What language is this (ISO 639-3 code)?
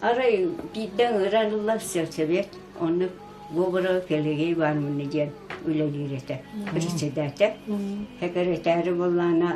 sah